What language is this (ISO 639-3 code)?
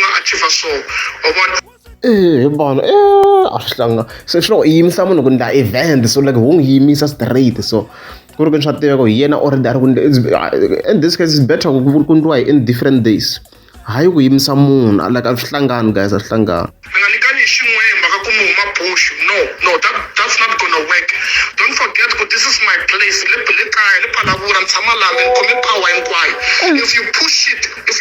tso